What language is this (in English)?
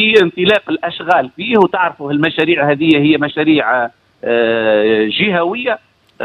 Tunisian Arabic